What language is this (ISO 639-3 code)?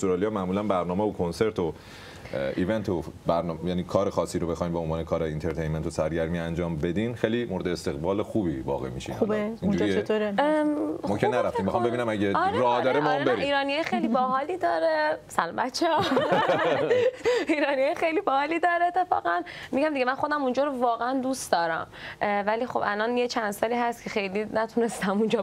fas